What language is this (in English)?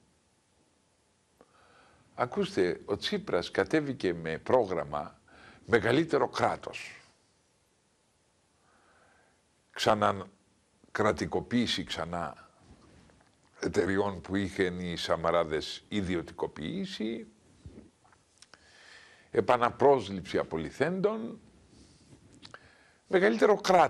Greek